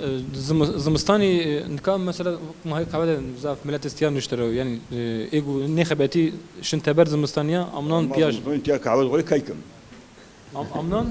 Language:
Zaza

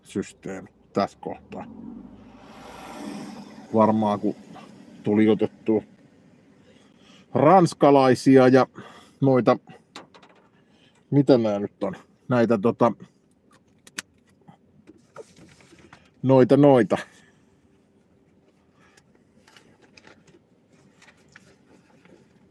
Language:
Finnish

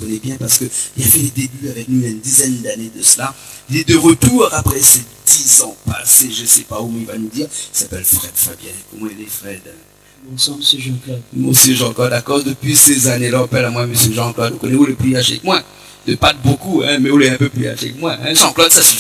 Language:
Réunion Creole French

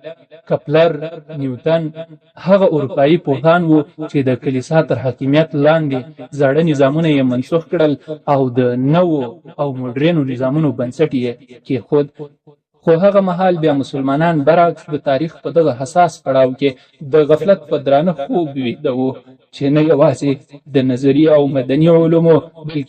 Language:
Pashto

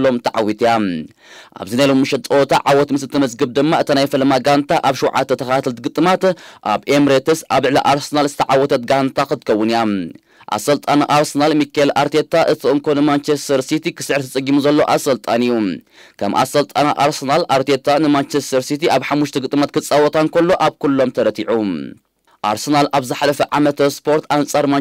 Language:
Tigrinya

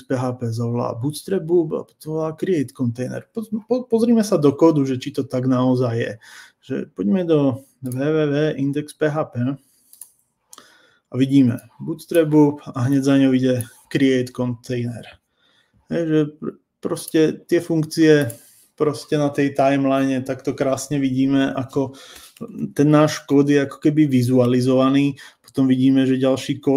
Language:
Slovak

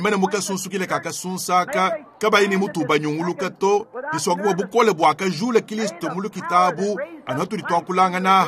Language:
Luba-Lulua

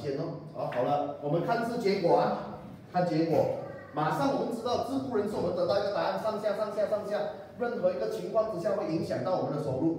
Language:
Chinese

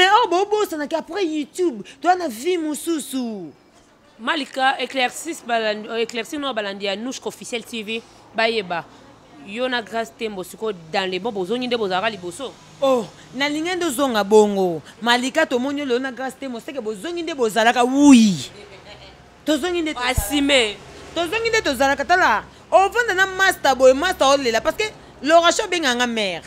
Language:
Lingala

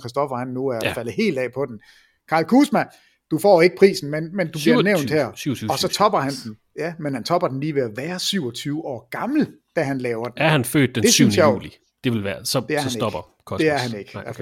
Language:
Danish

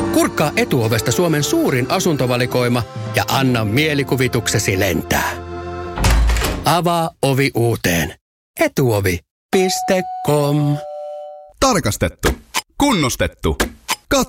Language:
Finnish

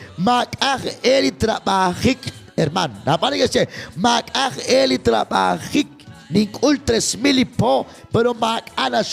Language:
Kekchí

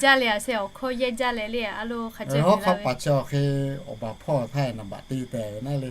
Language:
Lahu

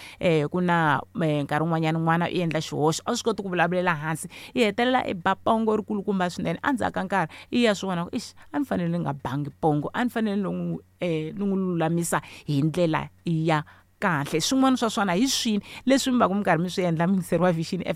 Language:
Tsonga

